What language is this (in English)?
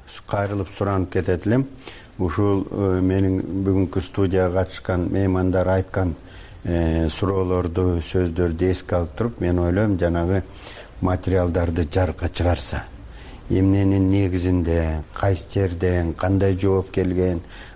Kyrgyz